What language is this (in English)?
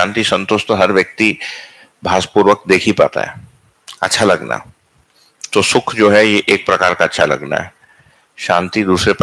Hindi